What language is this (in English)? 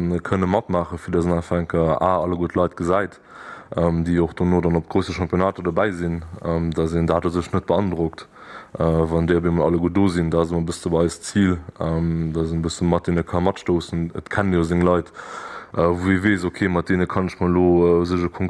Luxembourgish